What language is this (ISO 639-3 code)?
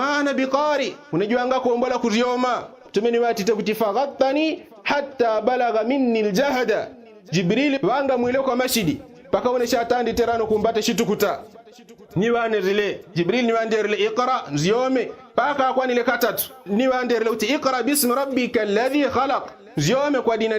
yao